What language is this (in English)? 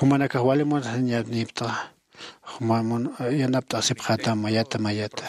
Aymara